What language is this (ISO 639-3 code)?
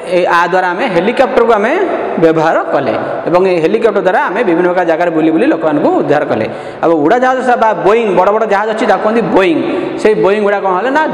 ori